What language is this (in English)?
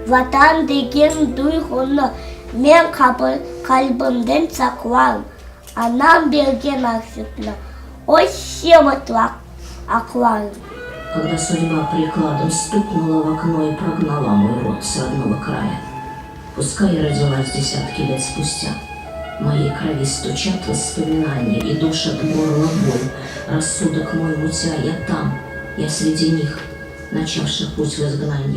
Crimean Tatar